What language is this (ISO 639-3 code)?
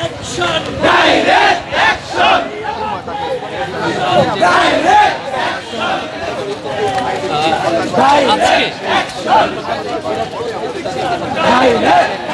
ben